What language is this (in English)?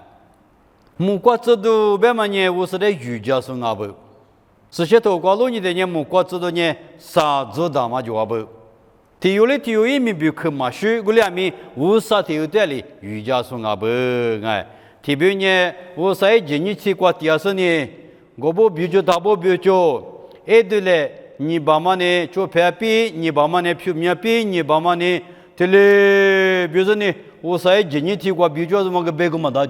Lisu